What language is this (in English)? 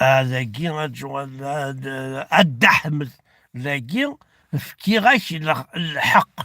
Kabyle